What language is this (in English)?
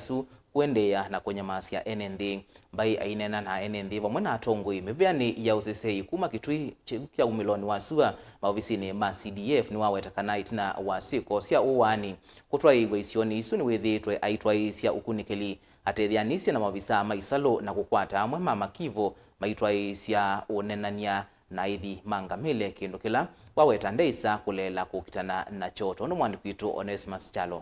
Kamba